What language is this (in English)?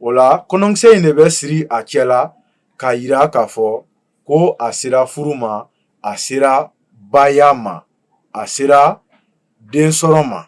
Bambara